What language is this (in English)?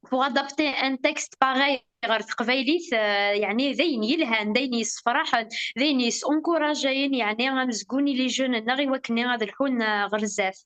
Kabyle